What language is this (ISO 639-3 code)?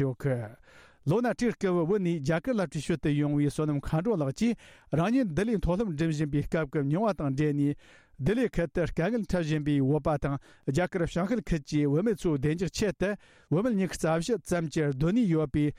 bod